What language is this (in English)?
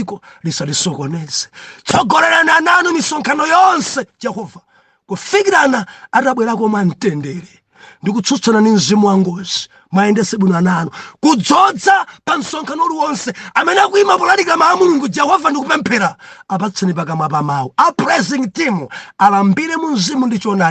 Nyanja